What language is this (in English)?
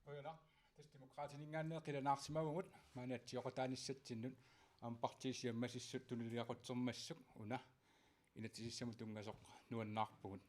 Kalaallisut